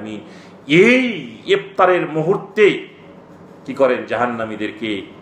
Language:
Bangla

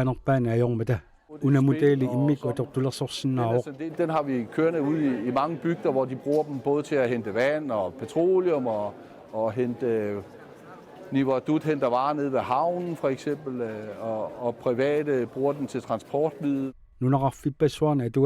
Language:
Kalaallisut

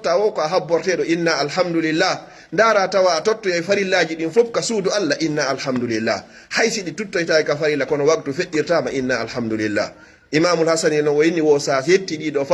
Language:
Pular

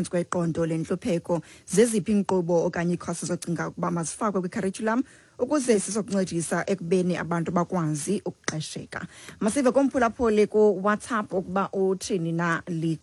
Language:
Xhosa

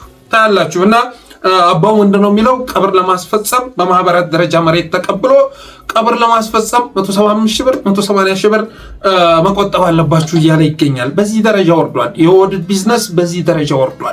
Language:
Amharic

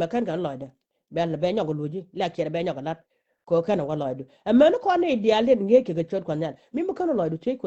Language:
Nuer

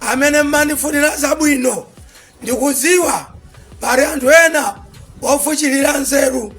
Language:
Nyanja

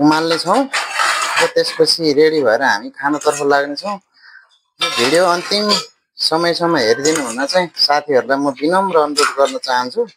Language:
Nepali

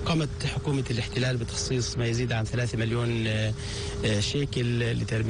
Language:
Arabic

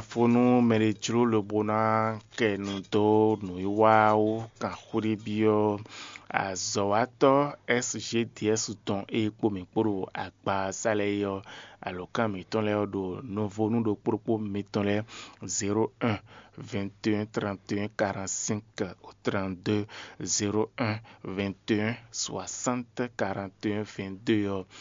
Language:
Fon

